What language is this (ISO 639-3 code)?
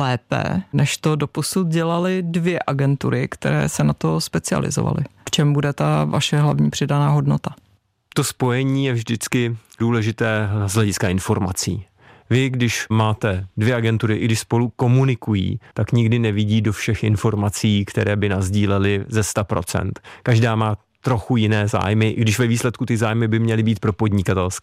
ces